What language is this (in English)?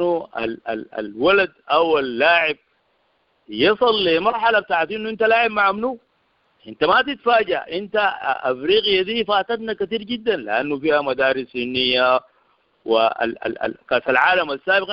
Sudanese Arabic